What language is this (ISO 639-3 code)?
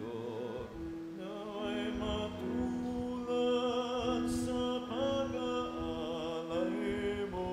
bik